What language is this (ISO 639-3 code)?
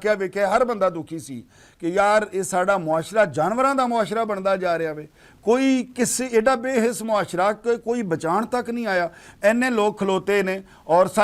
lah